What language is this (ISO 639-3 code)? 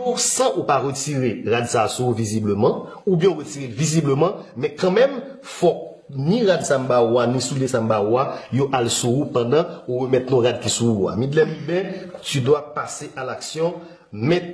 hat